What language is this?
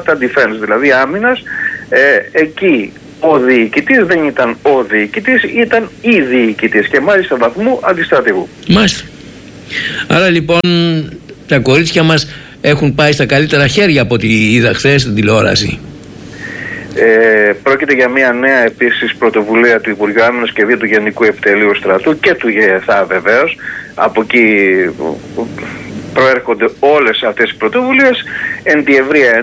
Greek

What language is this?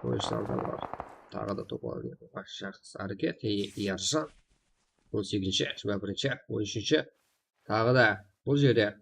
Kara-Kalpak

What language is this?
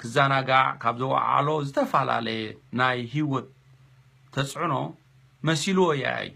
Tigrinya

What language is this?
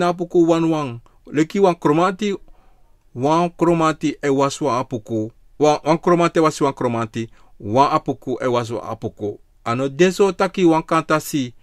Sranan Tongo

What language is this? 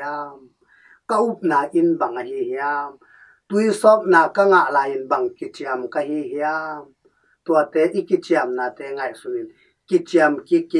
Tedim Chin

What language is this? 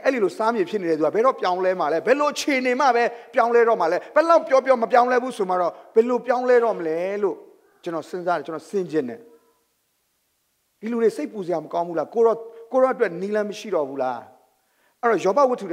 Burmese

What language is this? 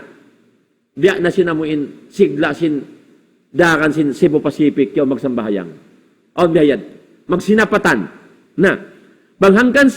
Tausug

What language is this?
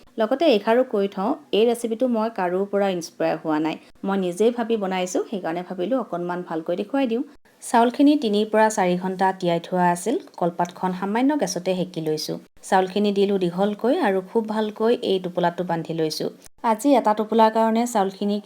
Assamese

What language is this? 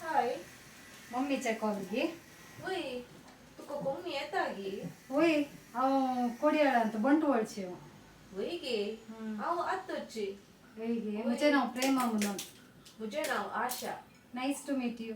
Konkani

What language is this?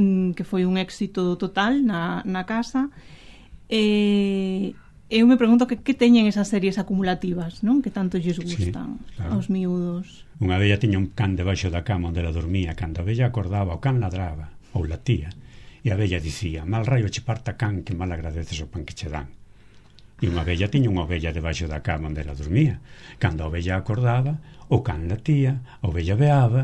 Galician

